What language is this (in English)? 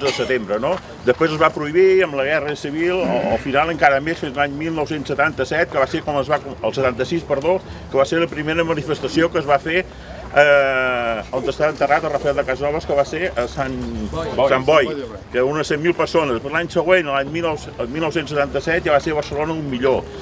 Catalan